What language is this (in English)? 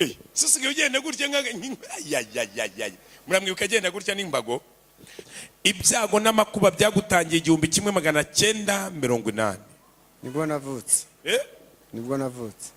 Kinyarwanda